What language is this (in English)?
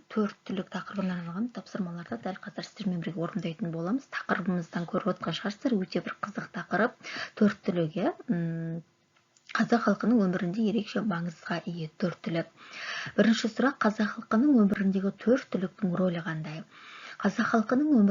Kazakh